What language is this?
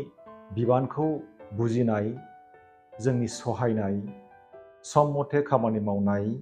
Bodo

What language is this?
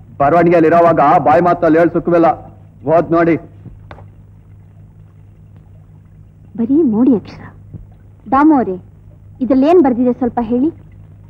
Kannada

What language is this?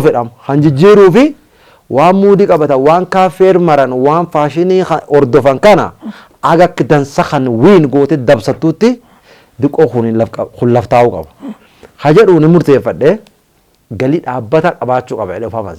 Oromo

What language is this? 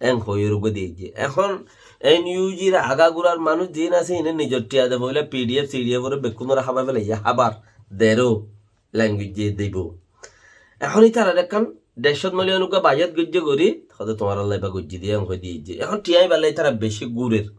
Rohingya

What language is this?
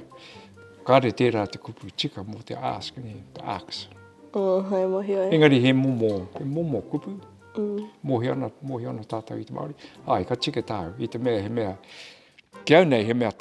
Māori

